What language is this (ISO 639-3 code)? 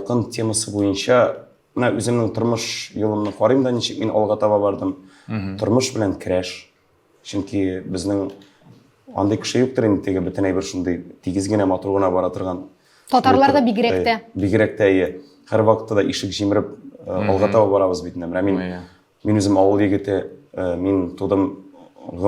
tat